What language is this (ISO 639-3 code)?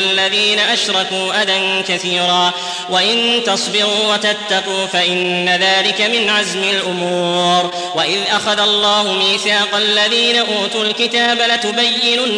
ara